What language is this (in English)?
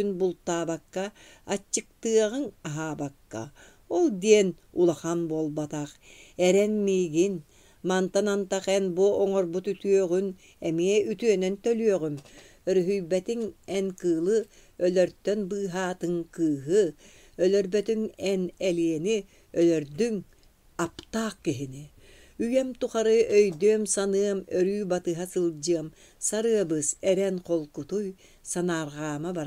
Yakut